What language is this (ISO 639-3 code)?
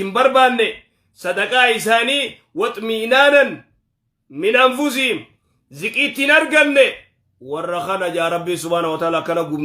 orm